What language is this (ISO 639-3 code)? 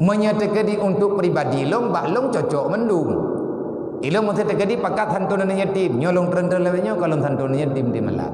ace